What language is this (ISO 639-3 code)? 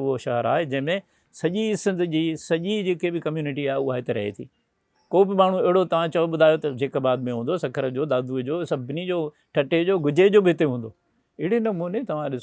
snd